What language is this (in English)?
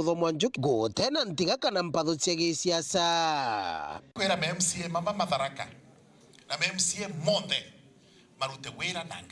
Meru